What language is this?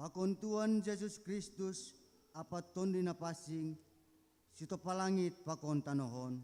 Batak Simalungun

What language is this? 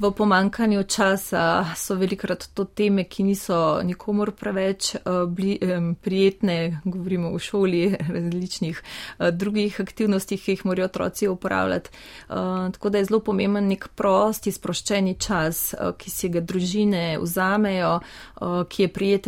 Slovenian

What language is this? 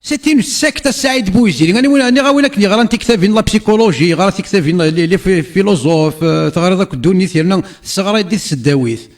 Kabyle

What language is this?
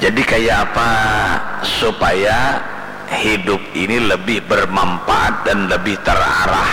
Banjar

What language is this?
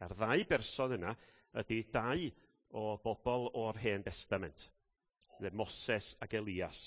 Welsh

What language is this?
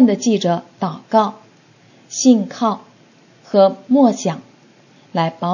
Chinese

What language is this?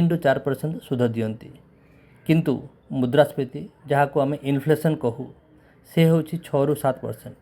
Odia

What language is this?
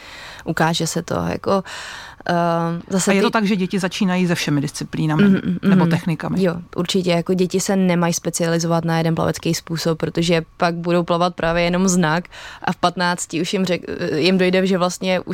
Czech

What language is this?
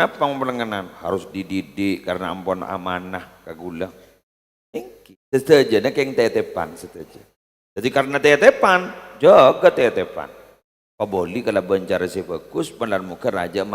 Madurese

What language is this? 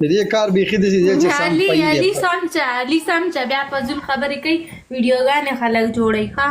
Pashto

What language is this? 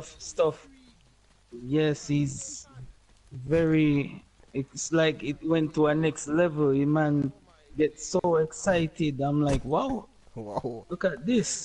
Jamaican Creole English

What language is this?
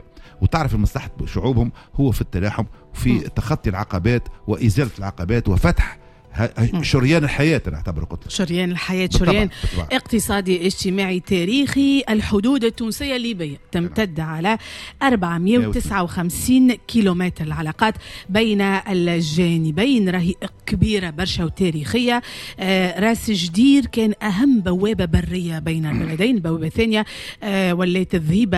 Tunisian Arabic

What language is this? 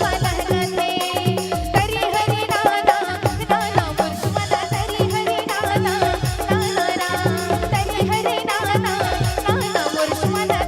Chhattisgarhi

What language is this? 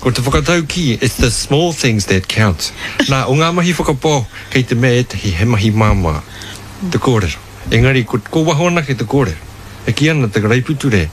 Māori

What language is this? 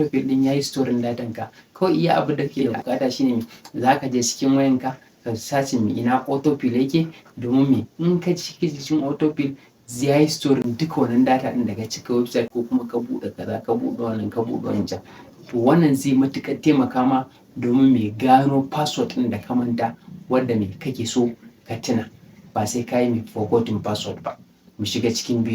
Hausa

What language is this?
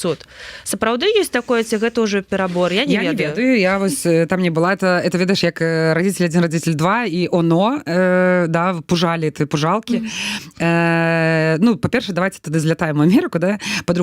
Belarusian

